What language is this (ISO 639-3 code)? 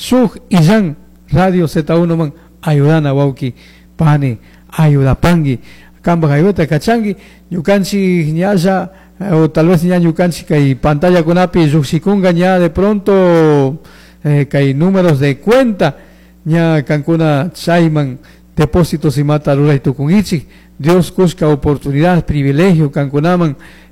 qug